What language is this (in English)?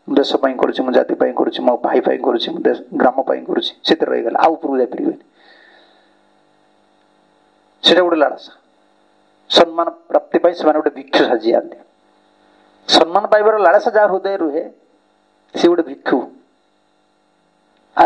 Odia